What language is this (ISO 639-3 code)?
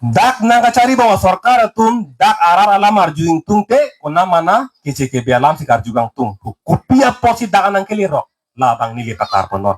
mjw